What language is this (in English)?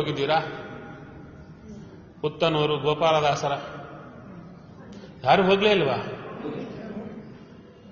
Kannada